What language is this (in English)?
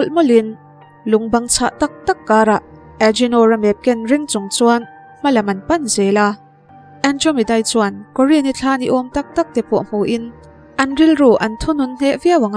Mizo